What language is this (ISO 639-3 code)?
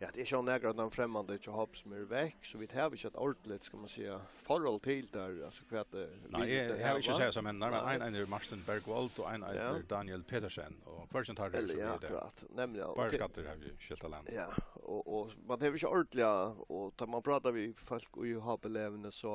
fao